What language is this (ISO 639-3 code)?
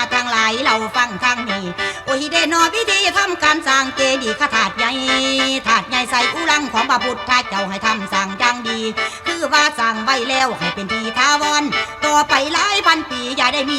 tts